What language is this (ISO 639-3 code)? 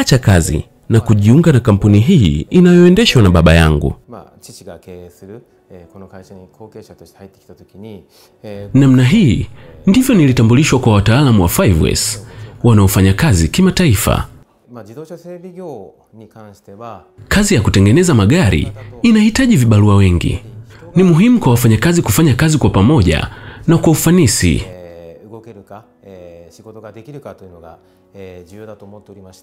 swa